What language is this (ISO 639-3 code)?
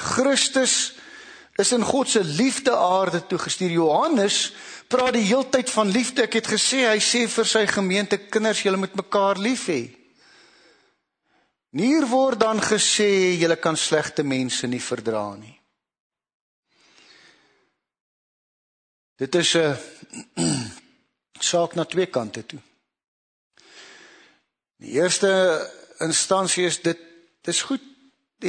afr